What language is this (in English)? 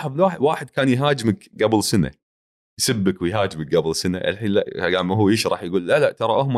Gulf Arabic